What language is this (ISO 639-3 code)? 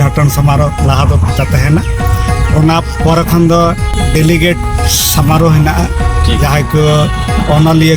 sat